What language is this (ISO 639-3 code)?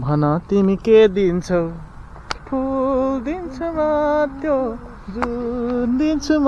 nep